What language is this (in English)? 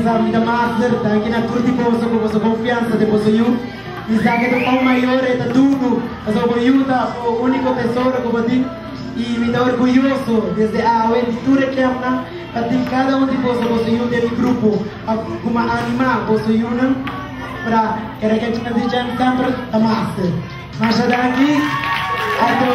Papiamento